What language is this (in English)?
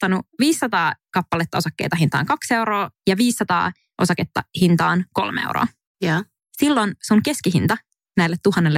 Finnish